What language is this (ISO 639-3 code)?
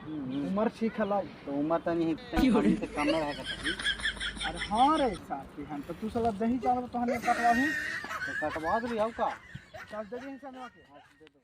mag